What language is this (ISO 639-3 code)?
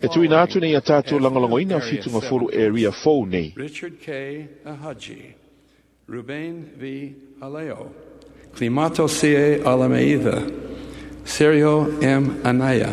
smo